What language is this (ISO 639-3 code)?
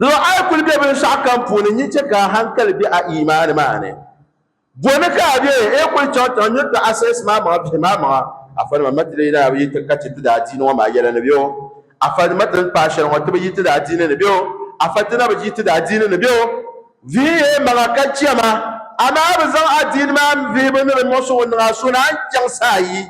dag